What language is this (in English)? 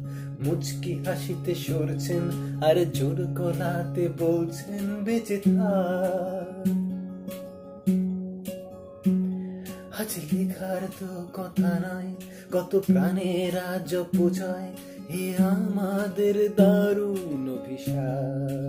Bangla